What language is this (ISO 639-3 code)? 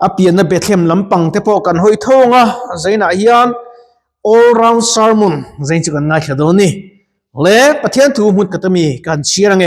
lus